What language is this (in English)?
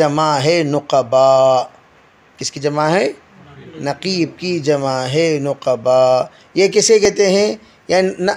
Hindi